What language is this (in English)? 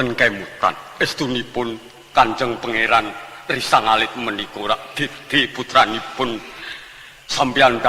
Javanese